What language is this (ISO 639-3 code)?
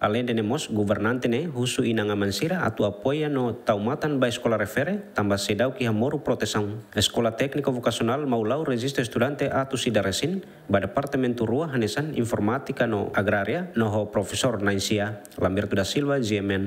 tet